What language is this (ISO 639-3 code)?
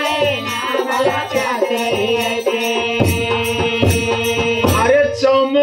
bho